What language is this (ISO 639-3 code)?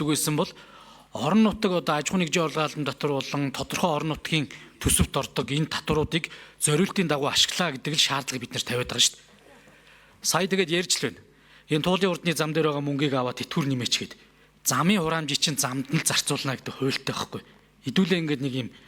mon